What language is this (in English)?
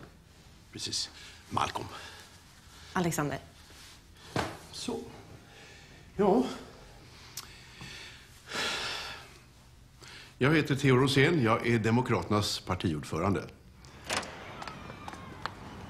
Swedish